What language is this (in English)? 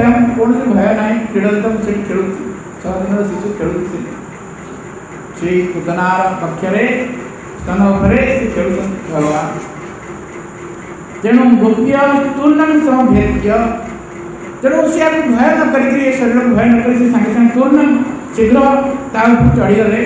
Odia